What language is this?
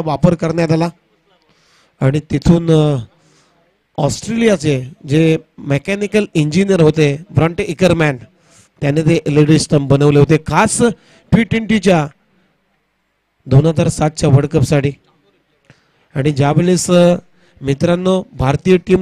Marathi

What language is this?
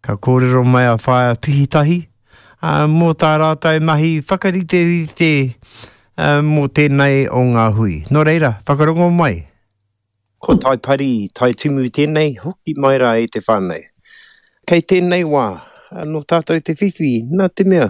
Māori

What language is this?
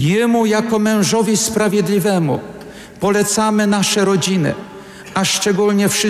Polish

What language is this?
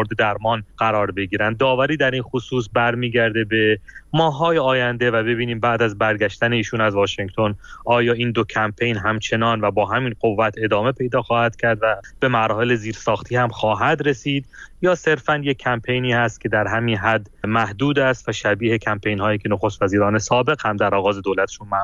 Persian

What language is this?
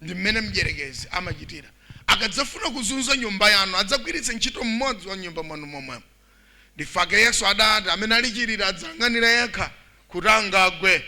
Nyanja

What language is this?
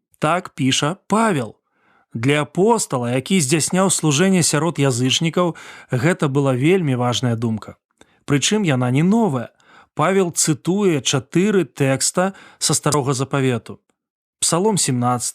Belarusian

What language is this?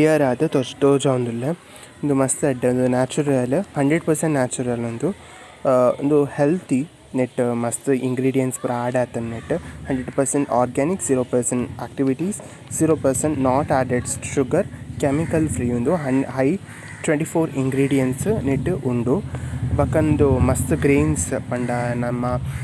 Tulu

